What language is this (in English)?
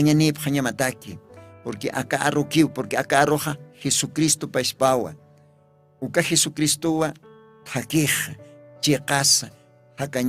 Aymara